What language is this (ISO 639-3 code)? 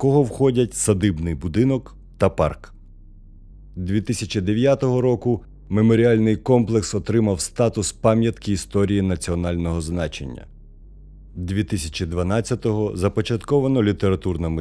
ukr